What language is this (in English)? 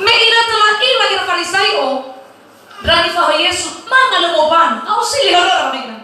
Nias